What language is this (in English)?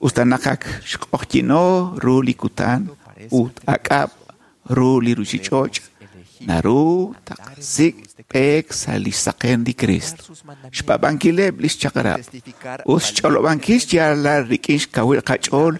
Kekchí